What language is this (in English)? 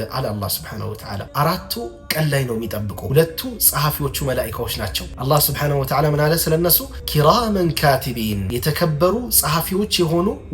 Amharic